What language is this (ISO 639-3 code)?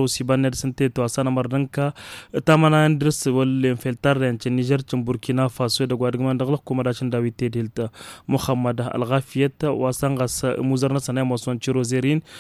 taq